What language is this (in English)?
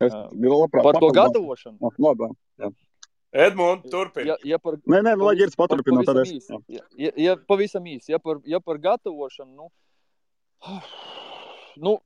Latvian